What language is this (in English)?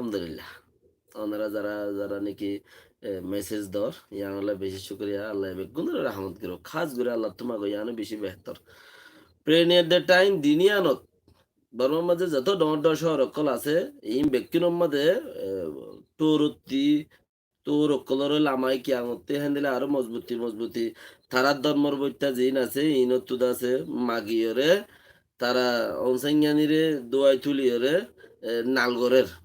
Rohingya